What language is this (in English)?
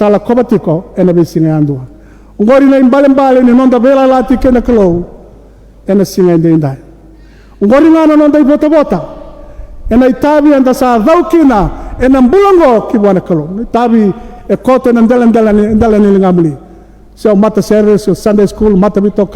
Fijian